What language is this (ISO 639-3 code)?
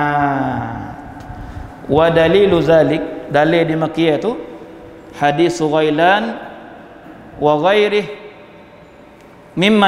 msa